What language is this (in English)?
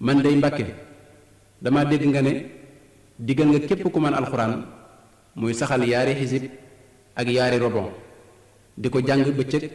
Wolof